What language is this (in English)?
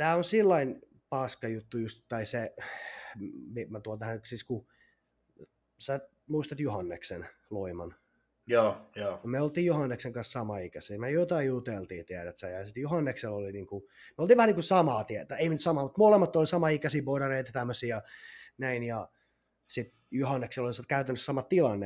Finnish